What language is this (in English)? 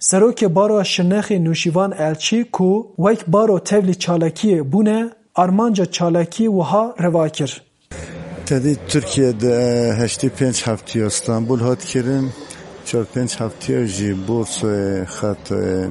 Kurdish